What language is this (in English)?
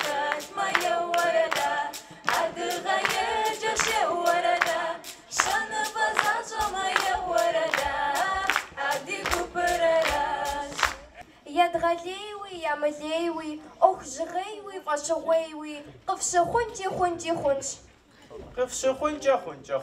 Kabardian